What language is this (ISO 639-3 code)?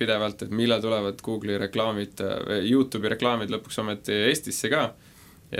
est